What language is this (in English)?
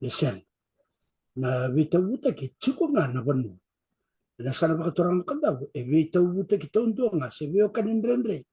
Fijian